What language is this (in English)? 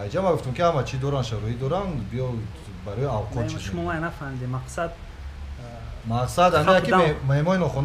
Tajik